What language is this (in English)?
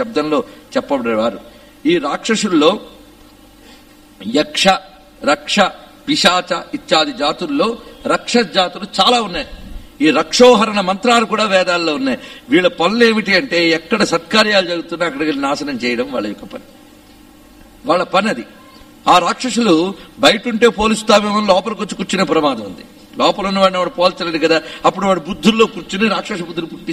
Telugu